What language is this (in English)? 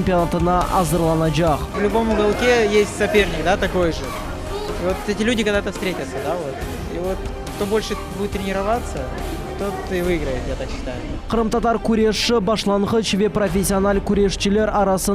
Crimean Tatar